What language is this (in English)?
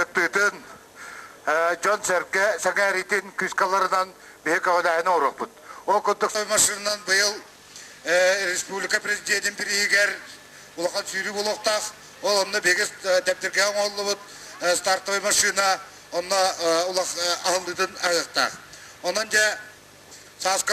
Yakut